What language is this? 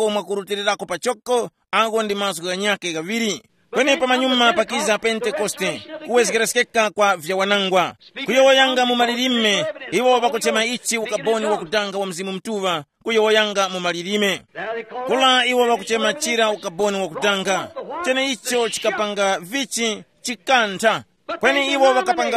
Tumbuka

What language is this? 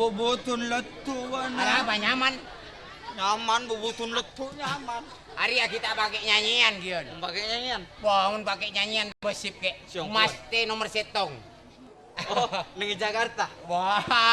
Madurese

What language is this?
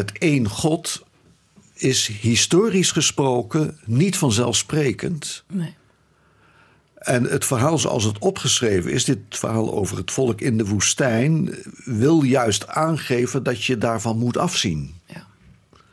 Dutch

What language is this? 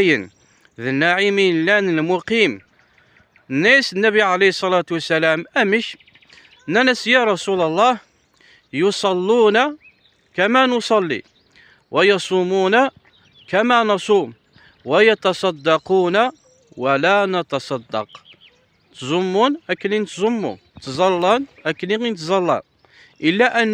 Kabyle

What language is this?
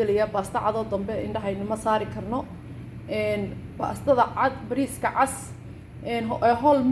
Somali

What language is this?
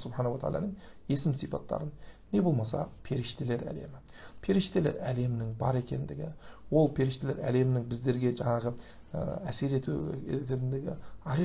Kazakh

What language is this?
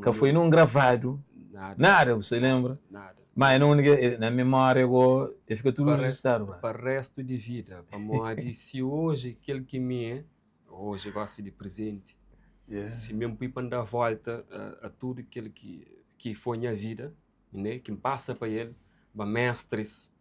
Kabuverdianu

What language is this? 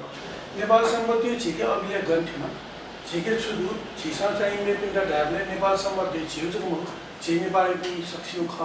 Newari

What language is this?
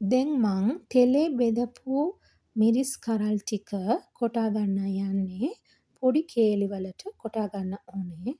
Sinhala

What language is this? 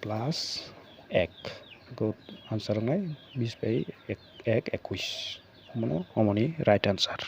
Kok Borok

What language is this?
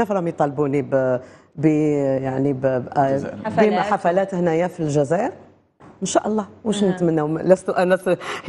Algerian Arabic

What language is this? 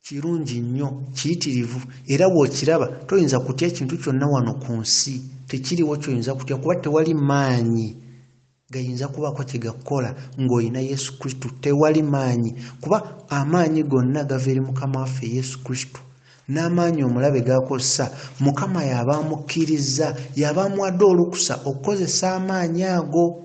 Ganda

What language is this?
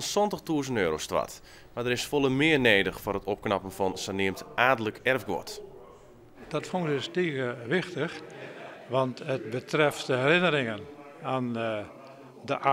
Western Frisian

